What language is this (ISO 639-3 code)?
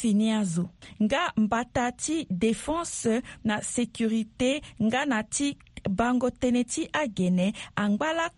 sag